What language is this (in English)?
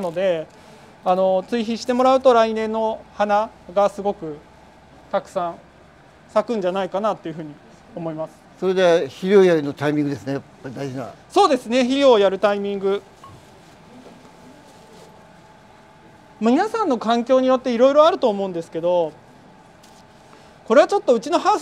Japanese